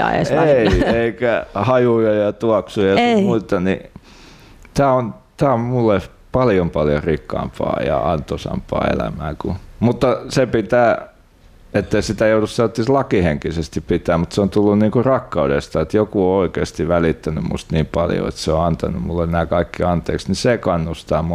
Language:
Finnish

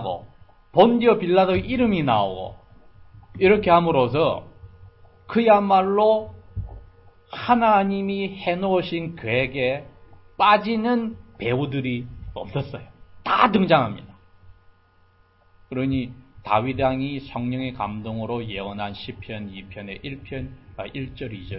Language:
Korean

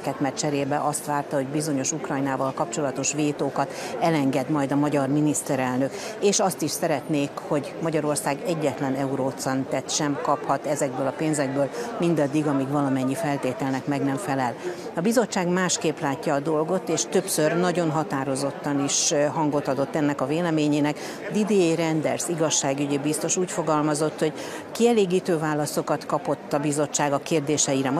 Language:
Hungarian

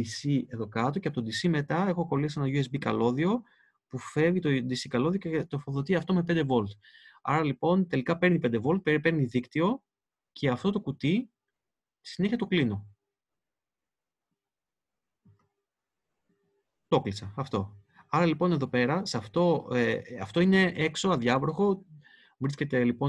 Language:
Greek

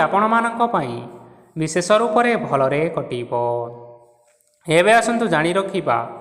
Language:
Odia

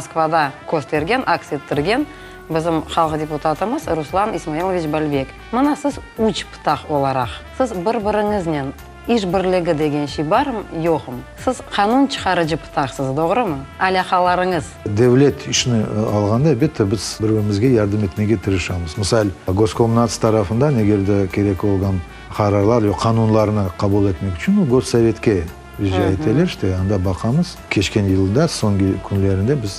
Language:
Crimean Tatar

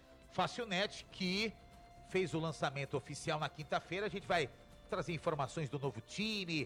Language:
Portuguese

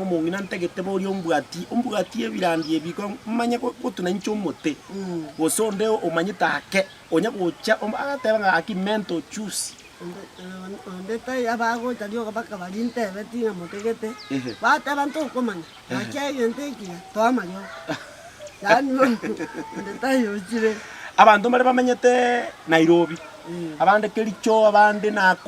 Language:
Gusii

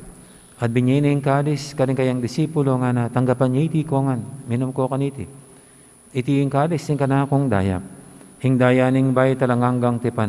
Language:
Pampanga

